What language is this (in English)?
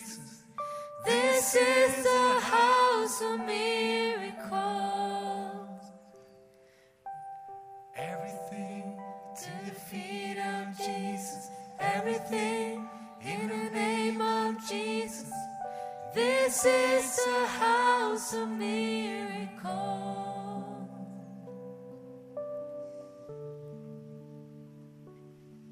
Norwegian